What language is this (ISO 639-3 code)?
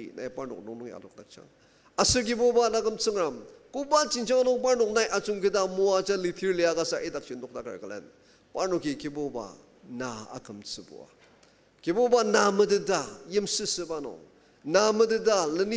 njo